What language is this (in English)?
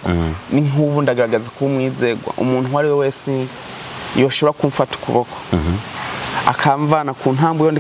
Rundi